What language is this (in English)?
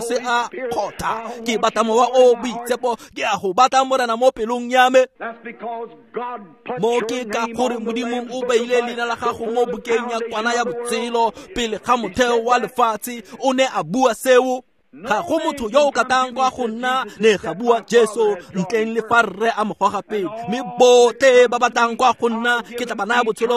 Tswana